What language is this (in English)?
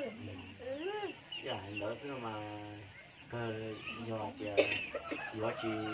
Hmong